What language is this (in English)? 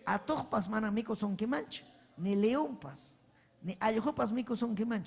Ayacucho Quechua